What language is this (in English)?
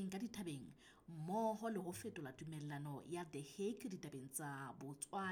Southern Sotho